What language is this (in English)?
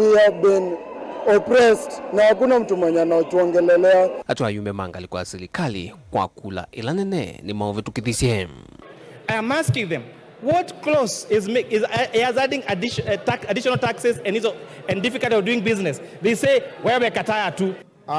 Kamba